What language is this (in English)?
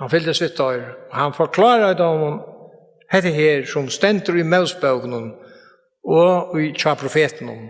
Faroese